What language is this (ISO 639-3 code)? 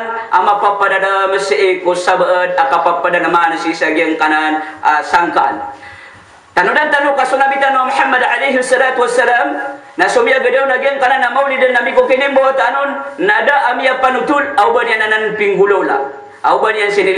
mrw